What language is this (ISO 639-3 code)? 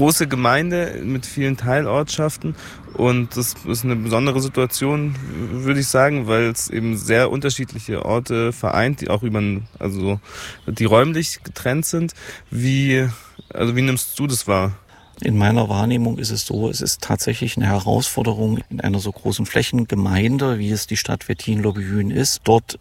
deu